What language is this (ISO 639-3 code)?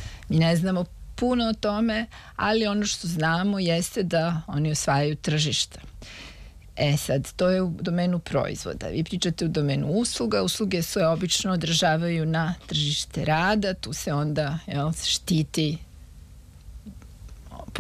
srp